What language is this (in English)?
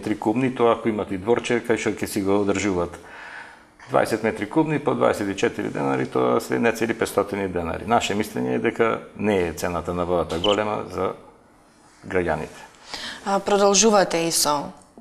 Macedonian